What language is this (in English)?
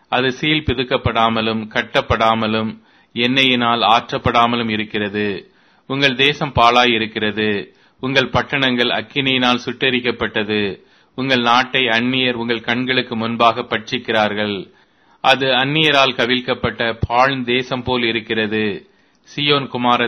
Tamil